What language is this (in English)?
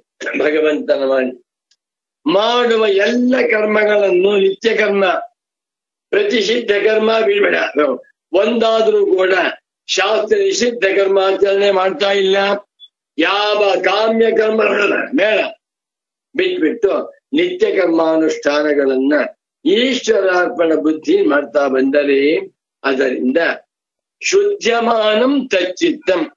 Kannada